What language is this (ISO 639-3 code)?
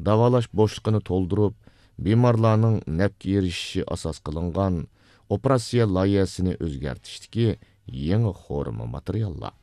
uig